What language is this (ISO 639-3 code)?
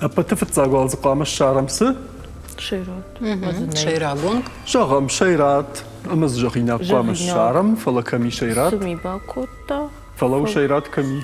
oss